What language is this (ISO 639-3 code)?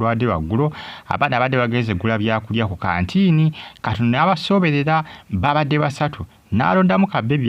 lug